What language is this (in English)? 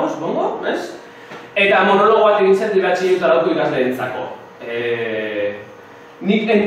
Basque